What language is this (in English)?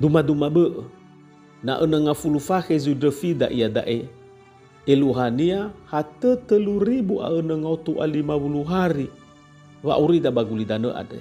Nias